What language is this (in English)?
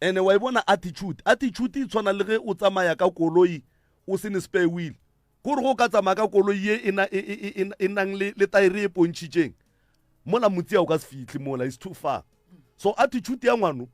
Northern Sotho